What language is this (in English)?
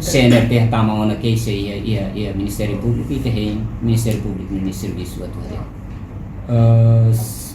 Tetum